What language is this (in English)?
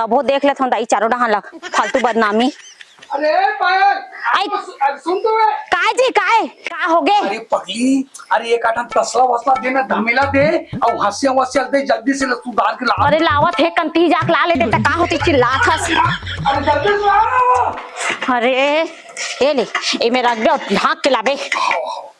Chhattisgarhi